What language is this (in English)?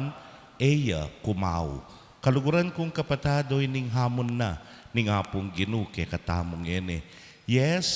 Pampanga